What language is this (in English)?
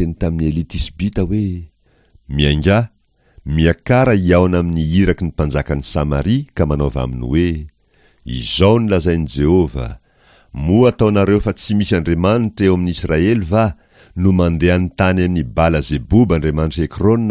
Malagasy